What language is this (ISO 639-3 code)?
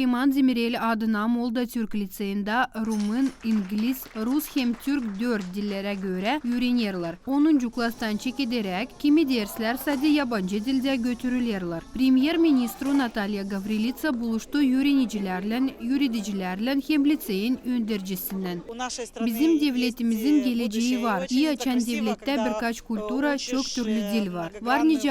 gag